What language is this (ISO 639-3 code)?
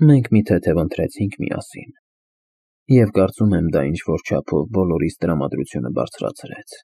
hye